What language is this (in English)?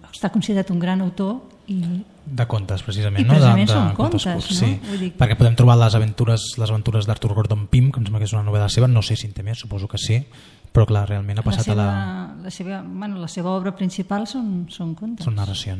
Catalan